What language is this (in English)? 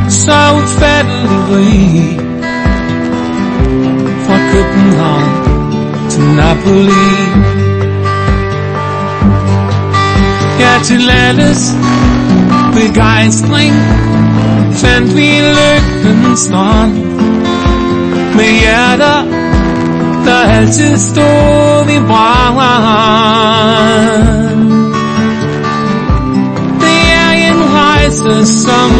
Danish